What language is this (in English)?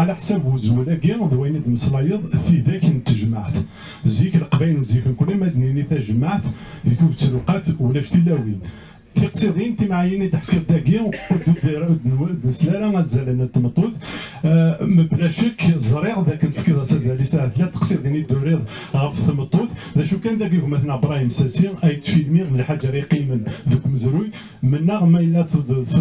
Kabyle